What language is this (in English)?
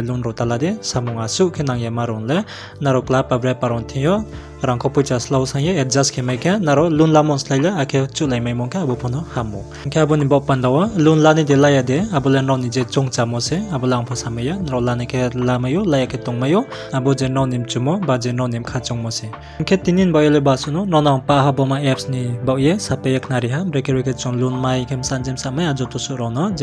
Riang (India)